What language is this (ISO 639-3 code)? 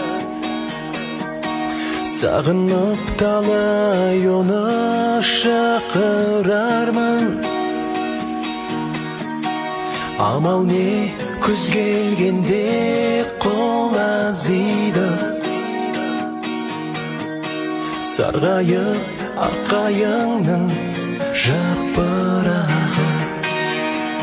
kaz